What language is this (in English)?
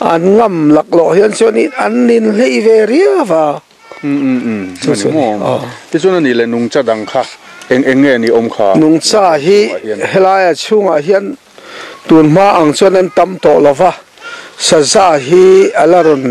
Mizo